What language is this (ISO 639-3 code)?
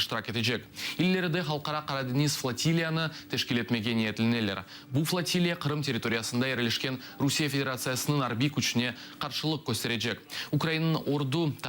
crh